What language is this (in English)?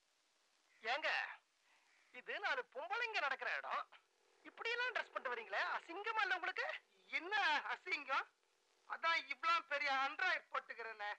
Tamil